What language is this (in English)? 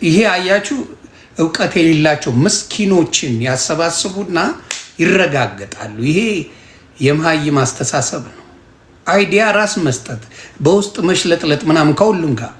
Amharic